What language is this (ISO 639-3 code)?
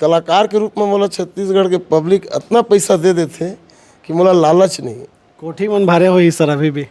hne